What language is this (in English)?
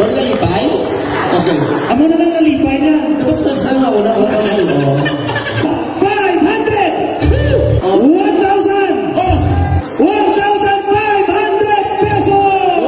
Hiligaynon